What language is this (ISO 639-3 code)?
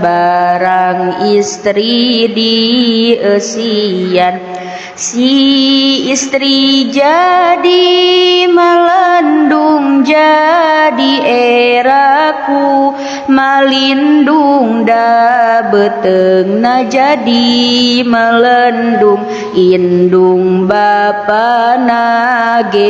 sun